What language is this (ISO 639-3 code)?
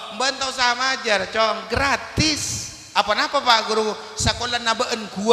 mad